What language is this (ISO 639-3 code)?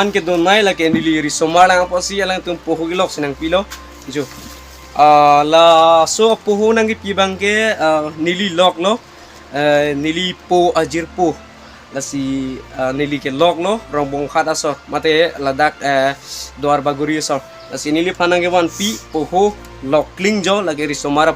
mjw